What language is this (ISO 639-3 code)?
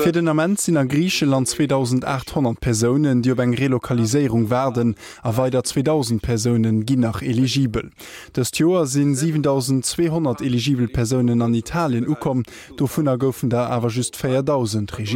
ltz